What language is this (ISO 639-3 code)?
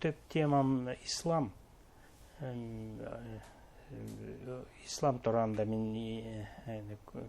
bak